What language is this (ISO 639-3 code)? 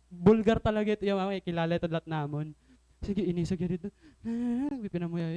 war